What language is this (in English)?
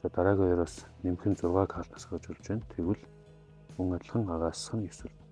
Mongolian